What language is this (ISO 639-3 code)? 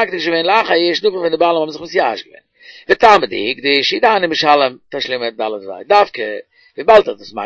yid